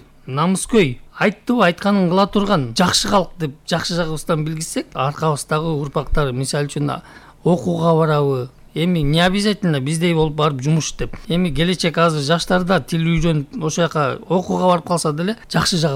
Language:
Kyrgyz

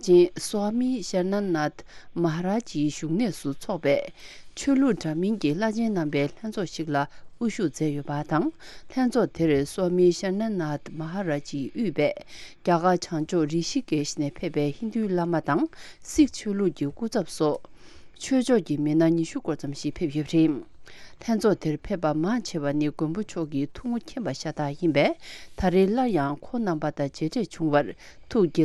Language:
Tibetan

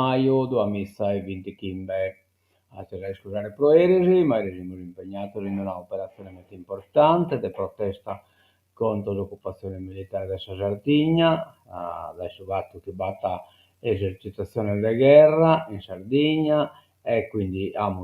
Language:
Sardinian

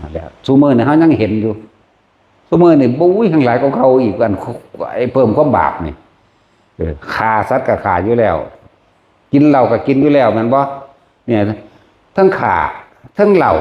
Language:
Northeastern Thai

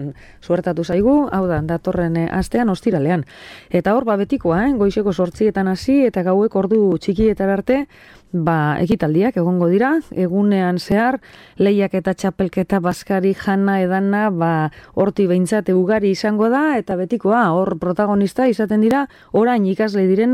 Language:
Basque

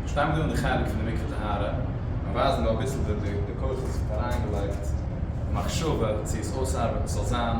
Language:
Yiddish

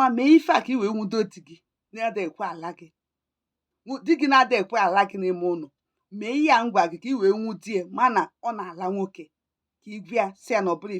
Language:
Igbo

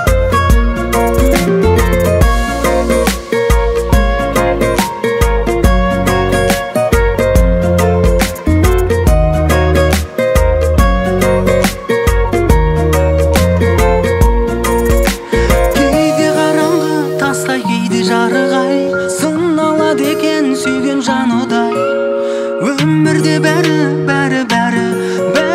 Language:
Kazakh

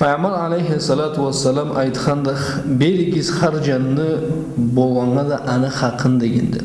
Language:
Karachay-Balkar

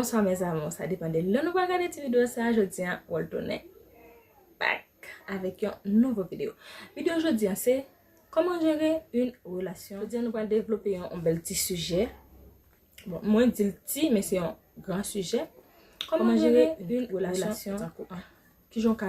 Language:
Haitian Creole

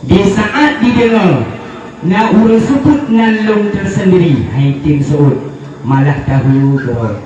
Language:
Achinese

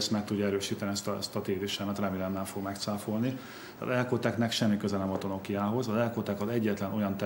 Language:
Hungarian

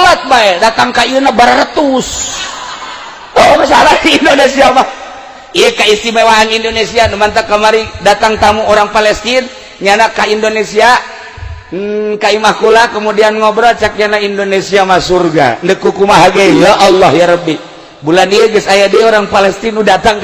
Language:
Sundanese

